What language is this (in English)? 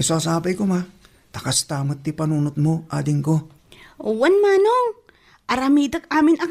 Iloko